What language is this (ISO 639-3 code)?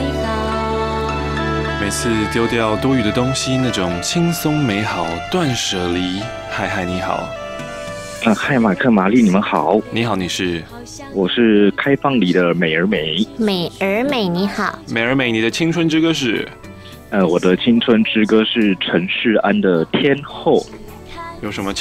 zho